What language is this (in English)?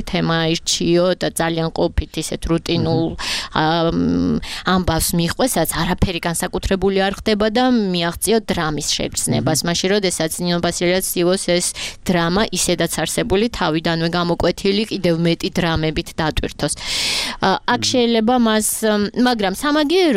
Georgian